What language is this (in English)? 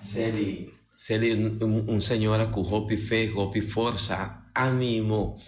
Papiamento